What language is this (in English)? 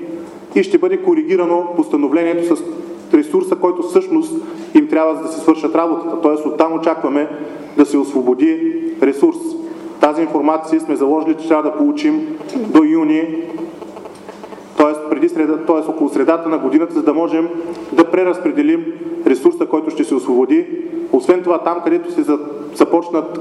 Bulgarian